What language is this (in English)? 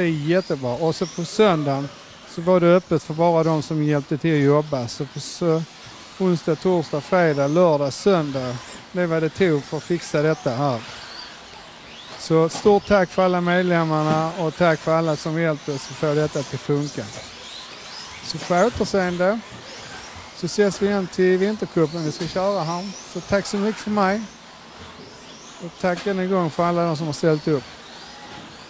Swedish